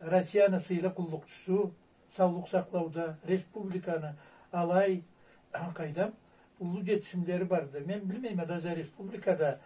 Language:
Karachay-Balkar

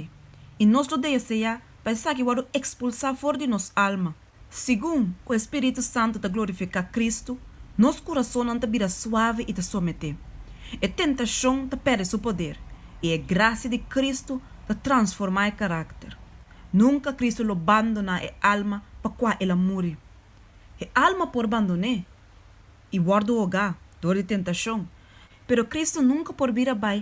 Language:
Papiamento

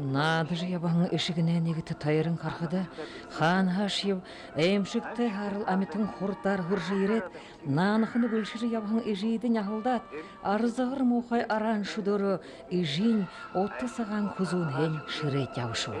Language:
Buriat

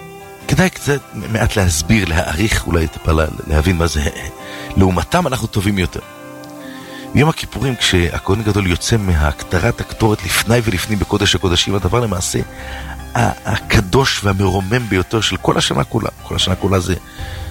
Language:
Hebrew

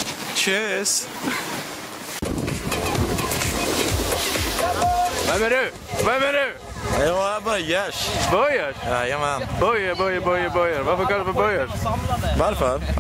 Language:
Swedish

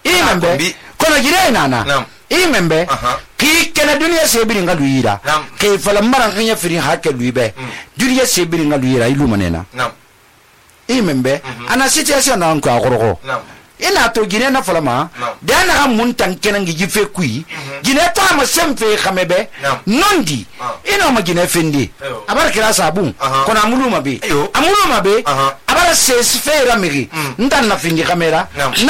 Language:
Susu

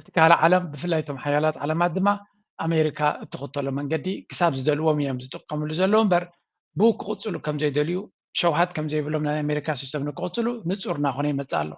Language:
Tigrinya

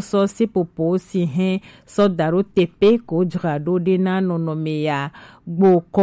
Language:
Gen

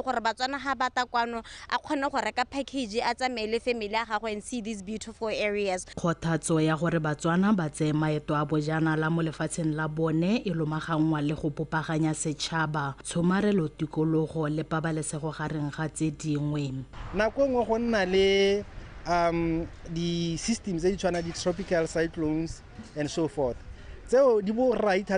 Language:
Tswana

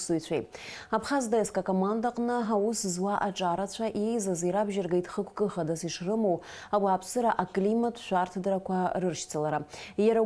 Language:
Abkhazian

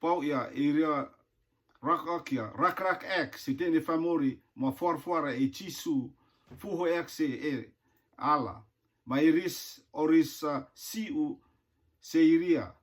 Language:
Rotuman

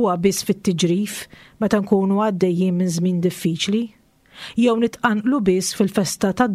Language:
Maltese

